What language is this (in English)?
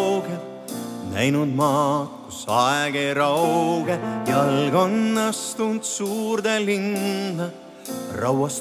Estonian